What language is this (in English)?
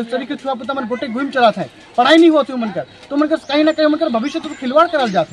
Sadri